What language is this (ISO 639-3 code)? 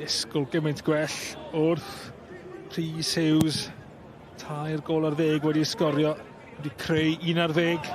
cym